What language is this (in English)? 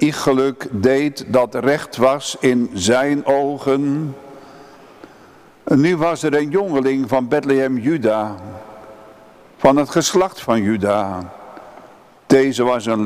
Dutch